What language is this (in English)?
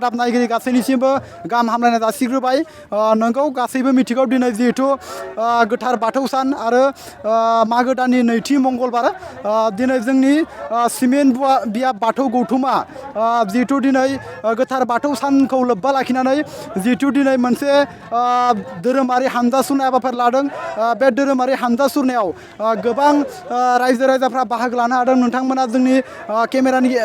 Bodo